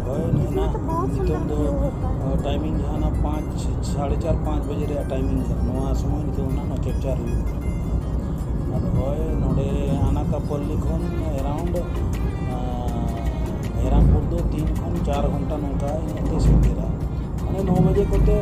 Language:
Santali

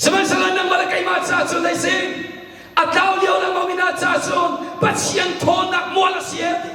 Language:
Hakha Chin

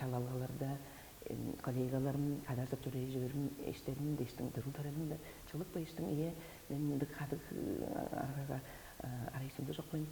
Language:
Tuvinian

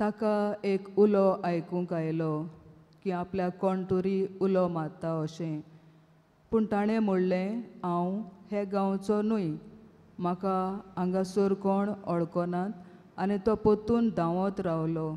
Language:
Konkani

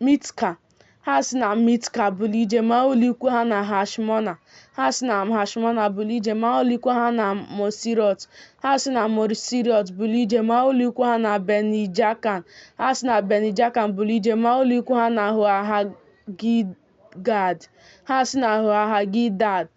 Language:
Igbo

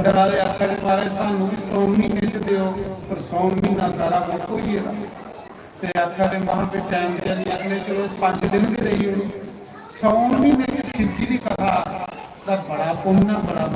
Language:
Dogri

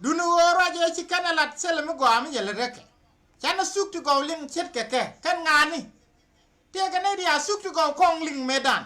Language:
Nuer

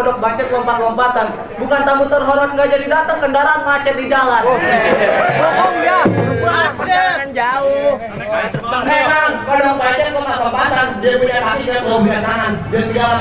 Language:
Betawi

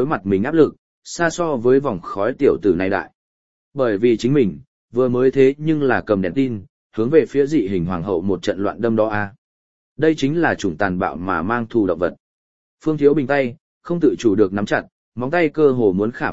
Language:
Vietnamese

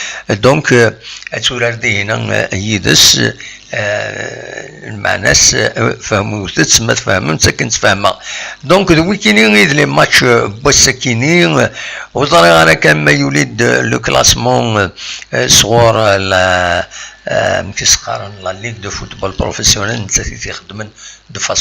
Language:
Kabyle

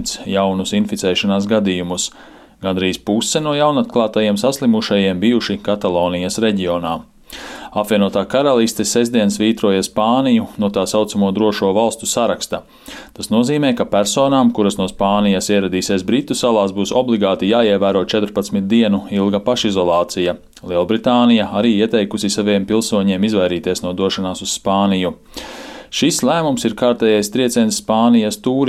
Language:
Latvian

